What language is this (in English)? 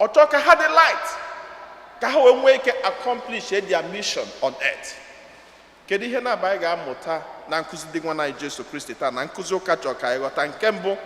Igbo